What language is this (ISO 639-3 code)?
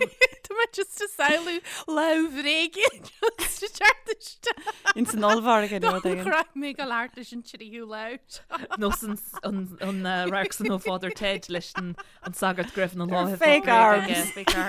gle